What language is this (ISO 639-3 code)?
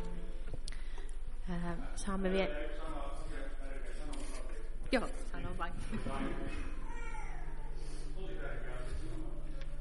fin